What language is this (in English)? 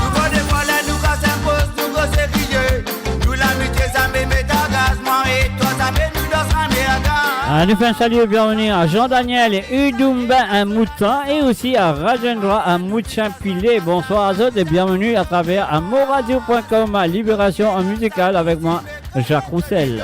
Morisyen